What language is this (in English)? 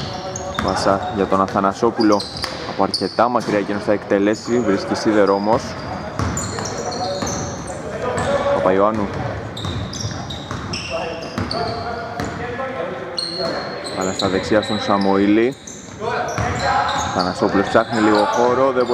Greek